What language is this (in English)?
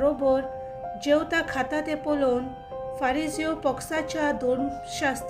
Konkani